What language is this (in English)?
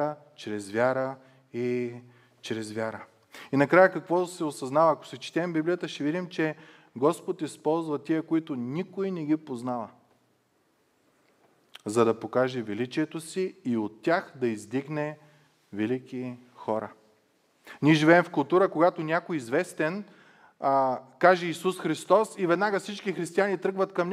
Bulgarian